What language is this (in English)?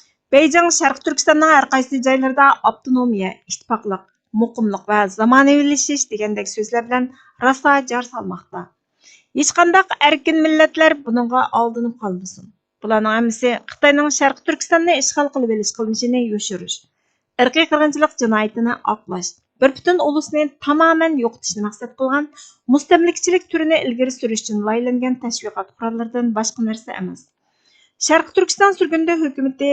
Uyghur